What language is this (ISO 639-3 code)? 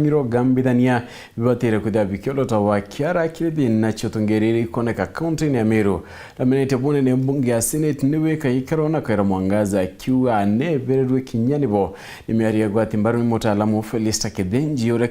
mer